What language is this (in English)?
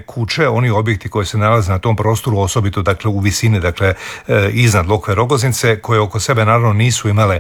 Croatian